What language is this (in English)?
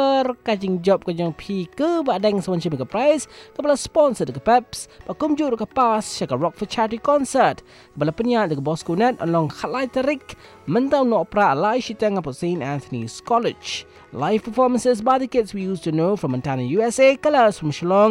Malay